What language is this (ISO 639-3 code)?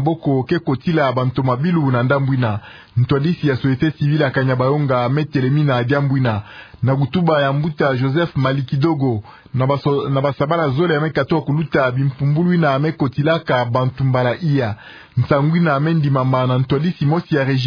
ktu